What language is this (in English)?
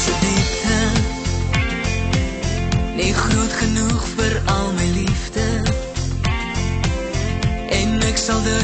Afrikaans